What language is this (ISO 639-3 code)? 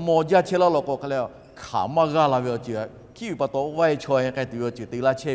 lhu